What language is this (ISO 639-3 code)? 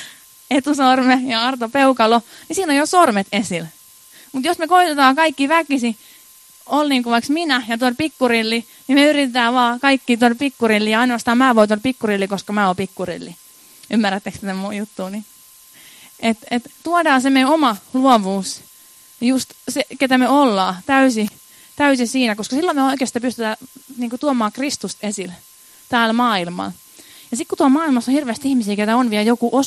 fin